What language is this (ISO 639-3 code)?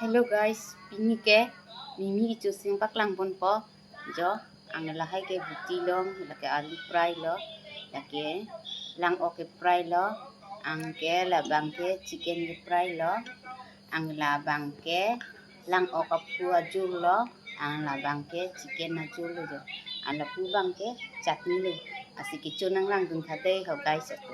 mjw